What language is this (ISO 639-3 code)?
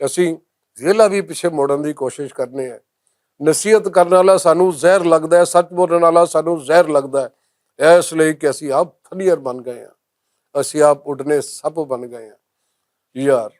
lah